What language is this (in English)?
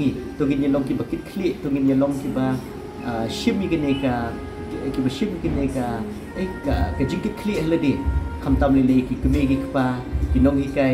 Khasi